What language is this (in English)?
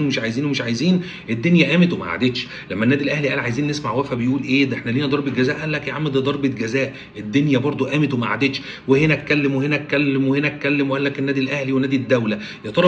Egyptian Arabic